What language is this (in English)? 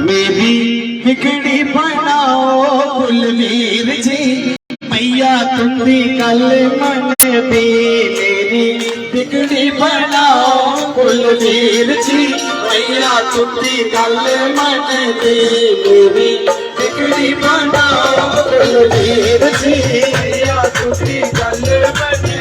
Dogri